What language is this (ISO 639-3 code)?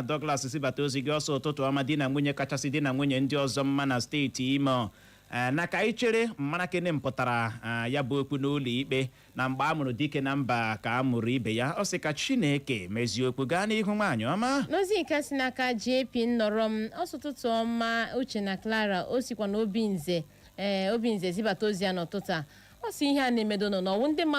ibo